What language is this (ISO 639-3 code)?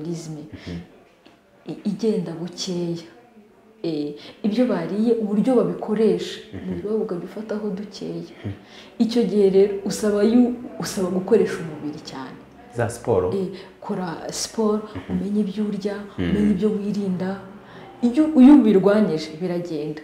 kin